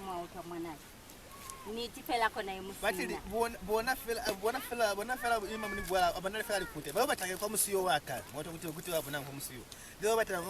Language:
Lozi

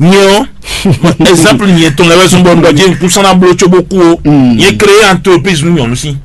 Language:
Fon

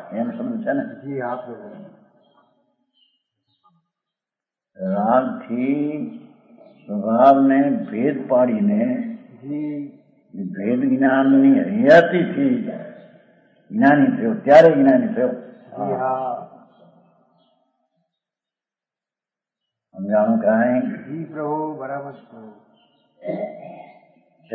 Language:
Gujarati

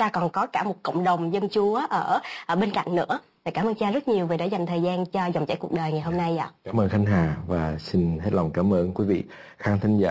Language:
Vietnamese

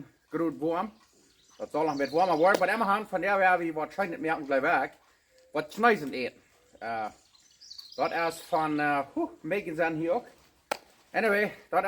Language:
Plautdietsch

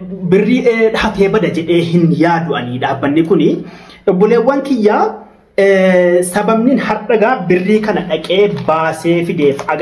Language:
Oromo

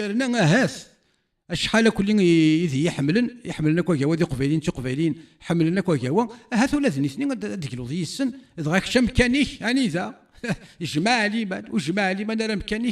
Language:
Kabyle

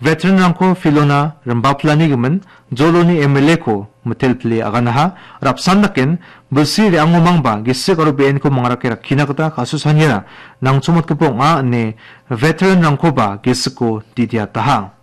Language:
Garo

